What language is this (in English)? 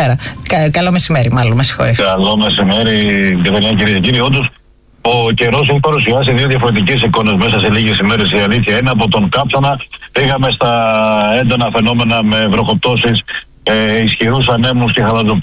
Greek